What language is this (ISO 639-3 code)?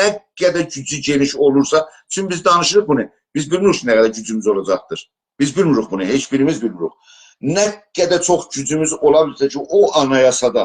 azb